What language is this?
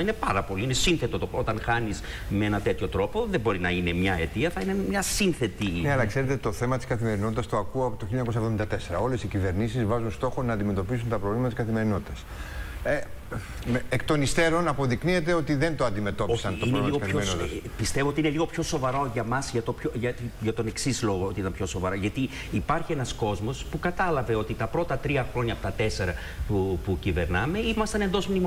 Greek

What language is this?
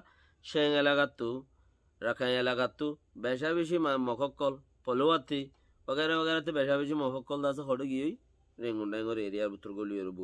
Rohingya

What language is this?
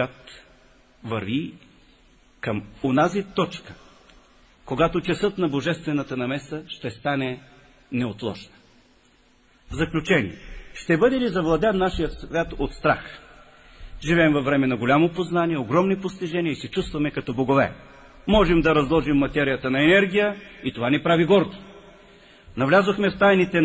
Bulgarian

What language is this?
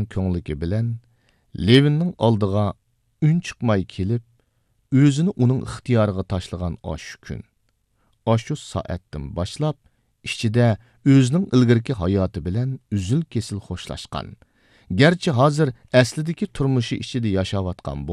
Uyghur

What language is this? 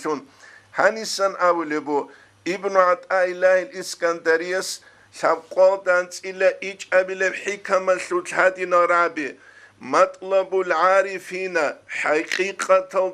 Avaric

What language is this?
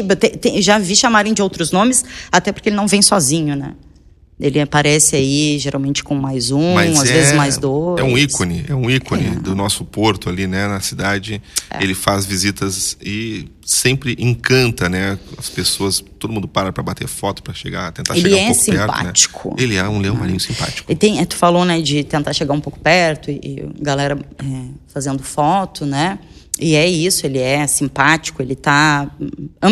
Portuguese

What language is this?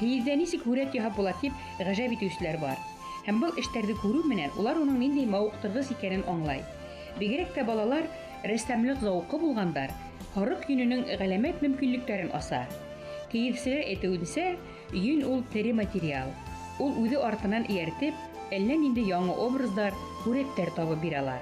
Bashkir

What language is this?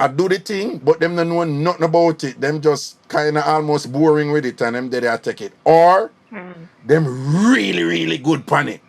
Jamaican Creole English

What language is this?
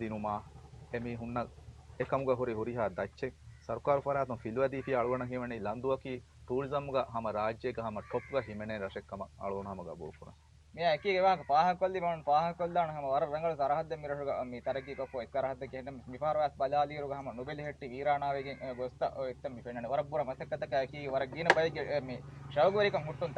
Divehi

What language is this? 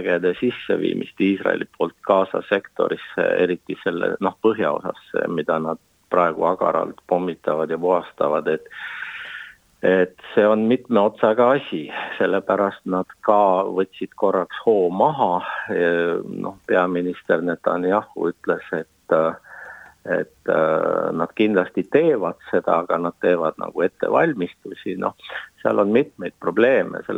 Estonian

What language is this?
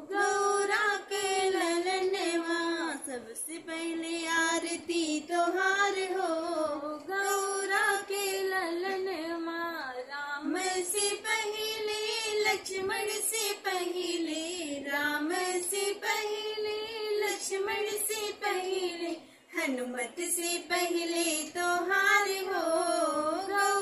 Bhojpuri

